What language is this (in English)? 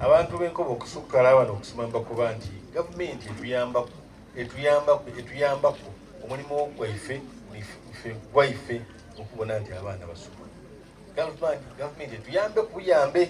Soga